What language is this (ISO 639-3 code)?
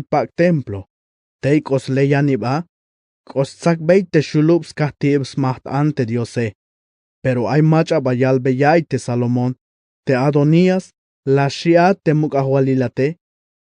tzh